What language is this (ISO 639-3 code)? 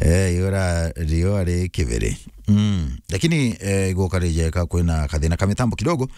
mer